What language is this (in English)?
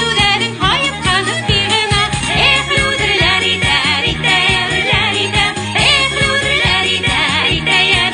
Bashkir